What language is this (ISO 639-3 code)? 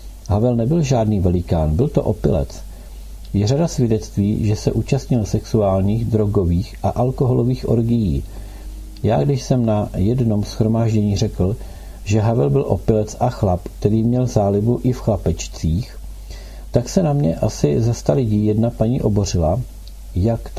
ces